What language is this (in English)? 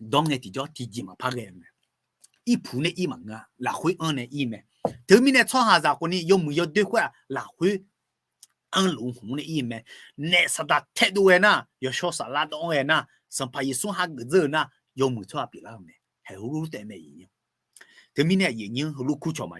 Akha